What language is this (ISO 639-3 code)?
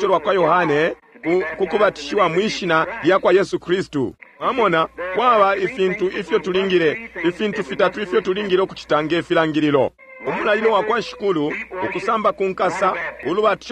bem